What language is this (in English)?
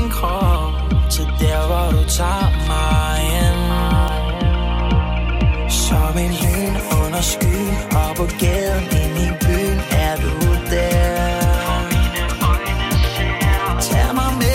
Danish